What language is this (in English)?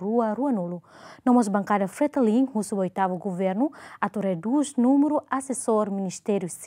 Tetum